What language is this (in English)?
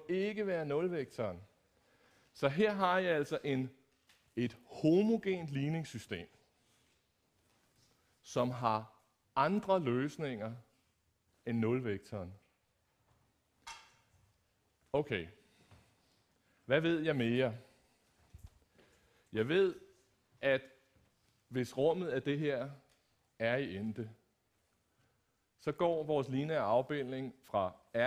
Danish